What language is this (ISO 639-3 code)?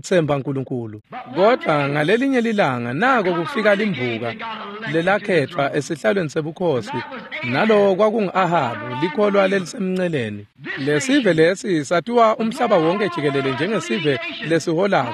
ssw